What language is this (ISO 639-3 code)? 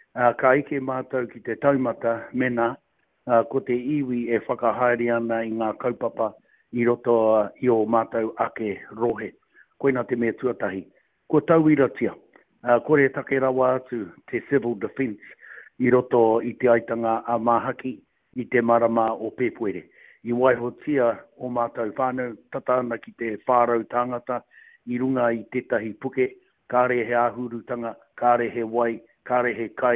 mri